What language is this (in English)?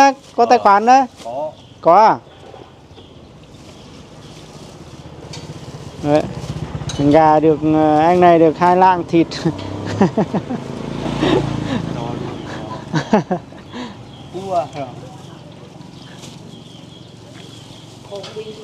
Vietnamese